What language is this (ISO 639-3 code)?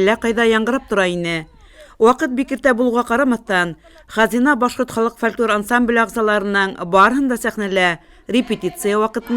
bak